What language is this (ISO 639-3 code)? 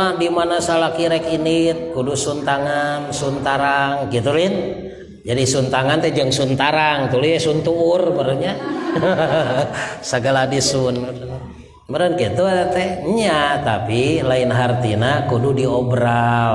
sun